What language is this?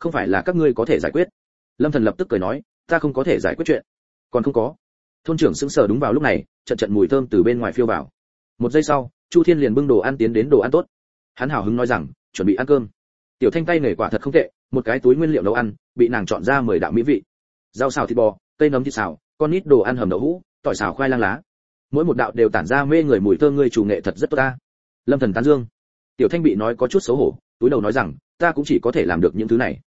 Vietnamese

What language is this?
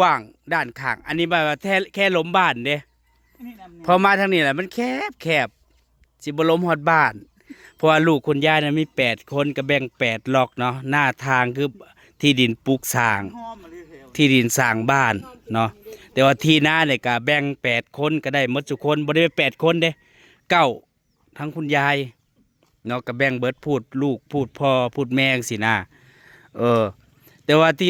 Northeastern Thai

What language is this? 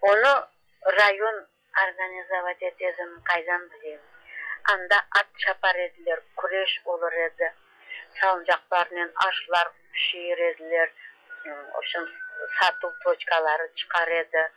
Crimean Tatar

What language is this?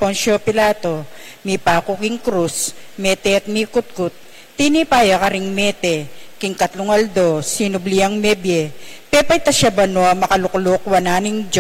Pampanga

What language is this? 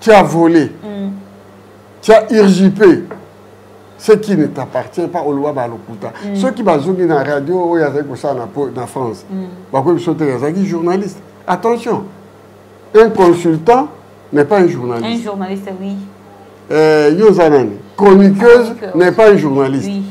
Lingala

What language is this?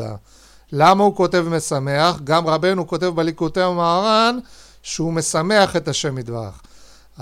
Hebrew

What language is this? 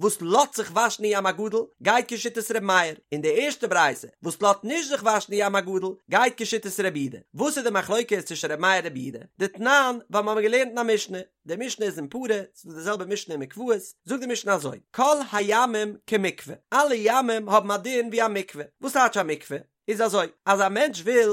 Yiddish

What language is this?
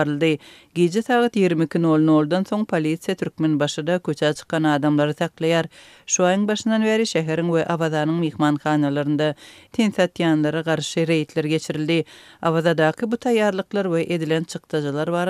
Turkmen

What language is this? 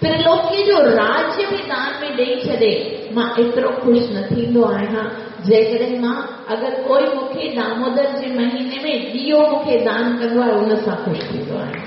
Sindhi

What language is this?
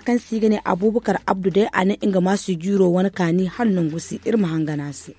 Zarma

